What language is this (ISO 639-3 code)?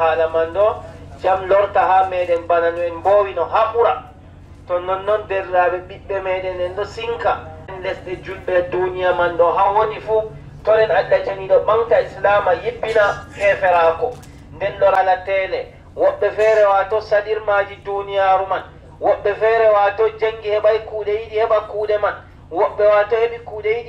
fub